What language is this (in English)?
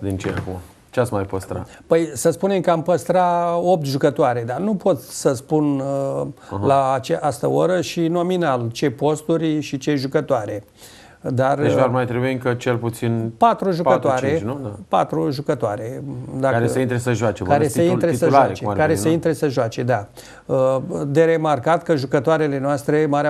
Romanian